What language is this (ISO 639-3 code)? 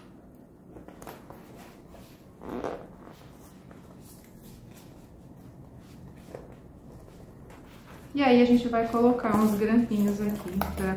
por